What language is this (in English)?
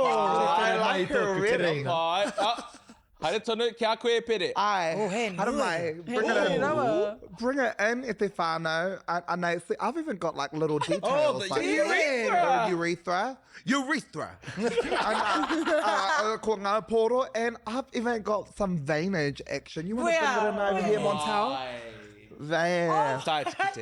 Māori